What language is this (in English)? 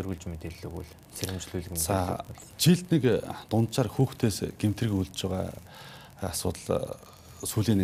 Mongolian